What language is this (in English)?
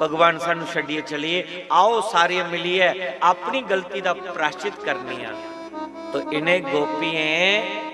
Dogri